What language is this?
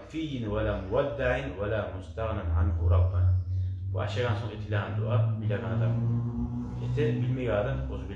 Kumyk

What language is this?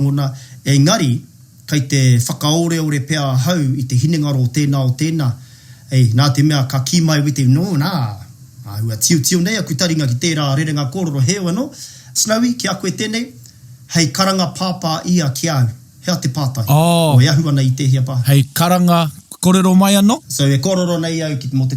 Māori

